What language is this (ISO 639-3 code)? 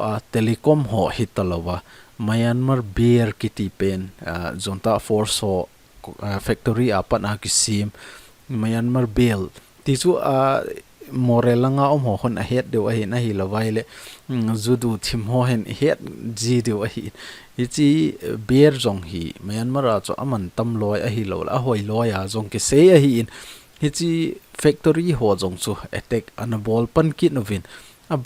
tcz